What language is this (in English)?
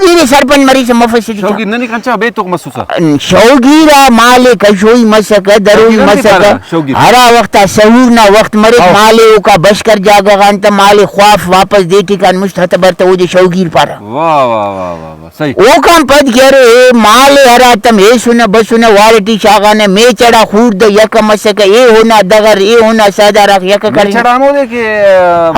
Brahui